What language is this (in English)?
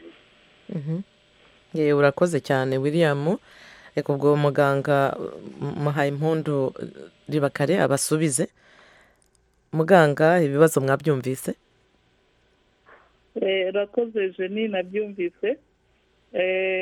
Kinyarwanda